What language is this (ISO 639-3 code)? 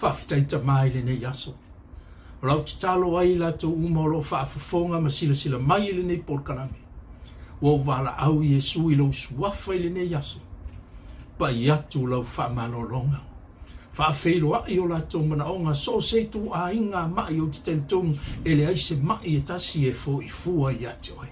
smo